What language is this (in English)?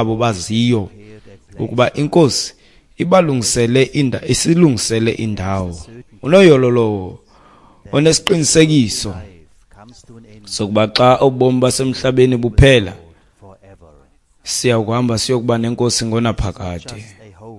Xhosa